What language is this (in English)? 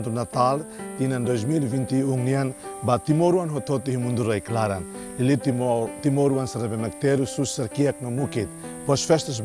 Tetum